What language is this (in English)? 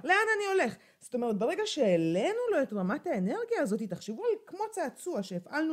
Hebrew